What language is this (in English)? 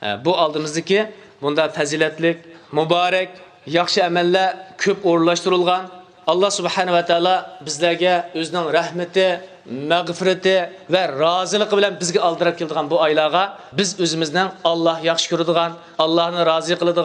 Uyghur